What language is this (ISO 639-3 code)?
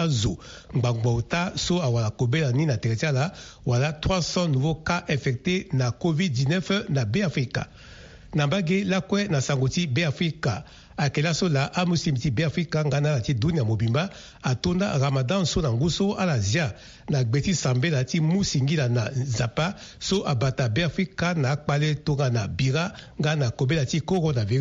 sag